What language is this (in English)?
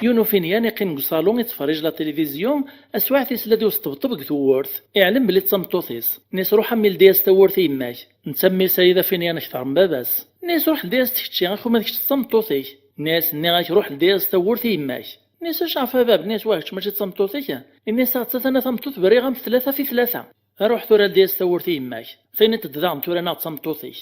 Kabyle